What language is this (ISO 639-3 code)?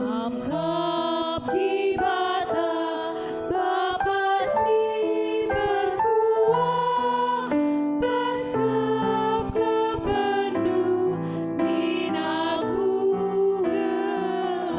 btx